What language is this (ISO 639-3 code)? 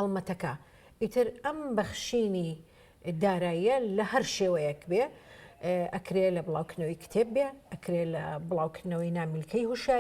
ckb